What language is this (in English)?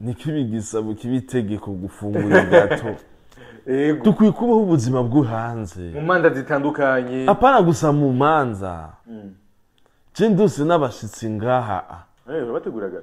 Rundi